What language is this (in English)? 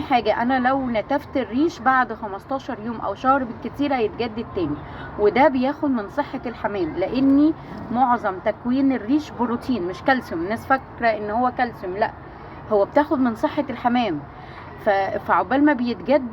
Egyptian Arabic